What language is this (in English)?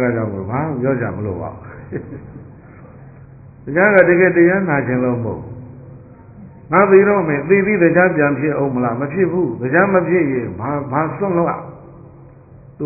Burmese